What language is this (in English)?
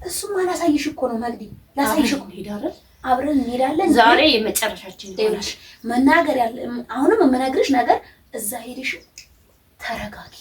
Amharic